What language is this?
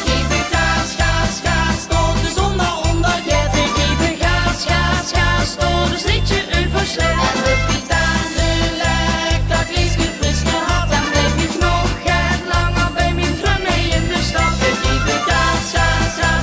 Limburgish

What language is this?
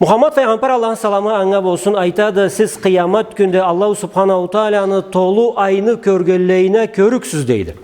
Karachay-Balkar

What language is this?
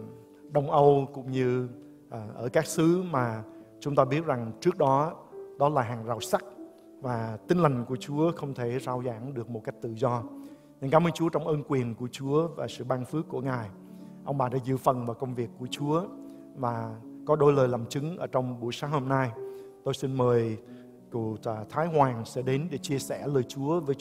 Vietnamese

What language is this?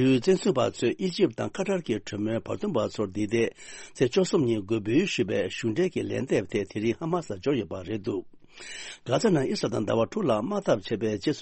Tibetan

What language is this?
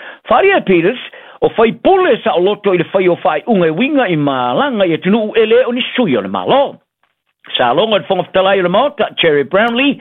Samoan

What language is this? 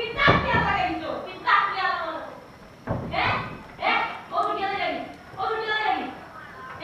Sylheti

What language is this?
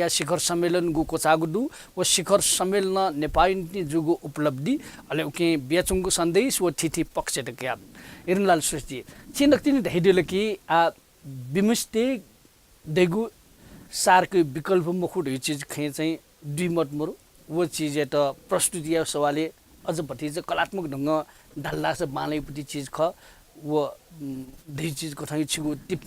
Newari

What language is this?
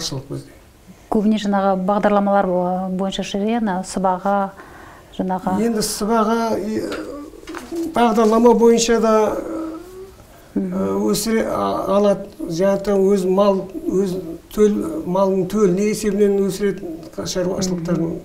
Kazakh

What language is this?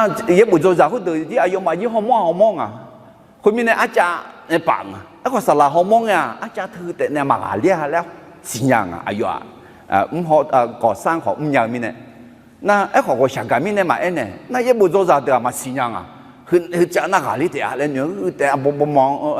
Akha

